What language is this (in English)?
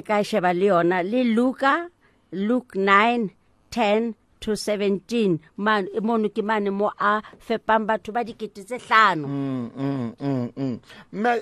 Southern Sotho